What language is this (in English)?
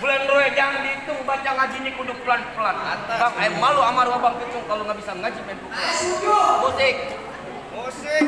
Betawi